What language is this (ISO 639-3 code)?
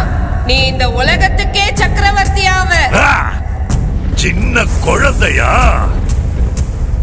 tam